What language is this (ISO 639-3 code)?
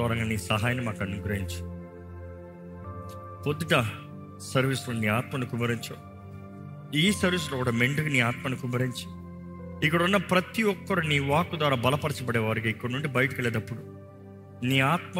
tel